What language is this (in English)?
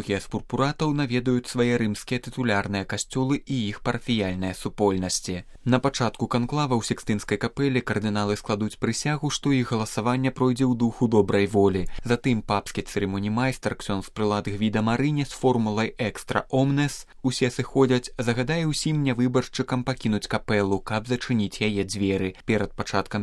Belarusian